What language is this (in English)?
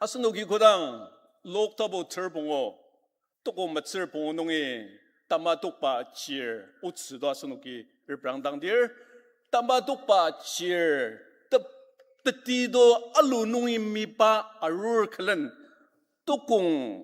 Ao Naga